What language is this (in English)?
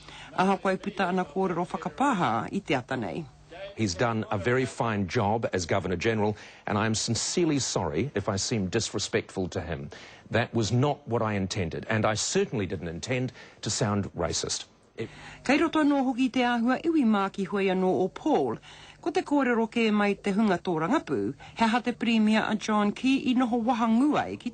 Māori